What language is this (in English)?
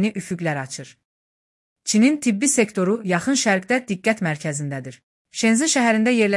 Azerbaijani